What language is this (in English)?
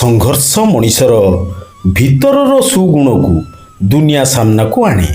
Odia